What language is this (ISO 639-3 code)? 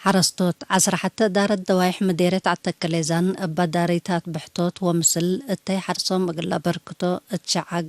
tig